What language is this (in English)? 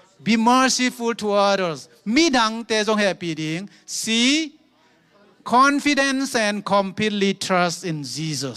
Tedim Chin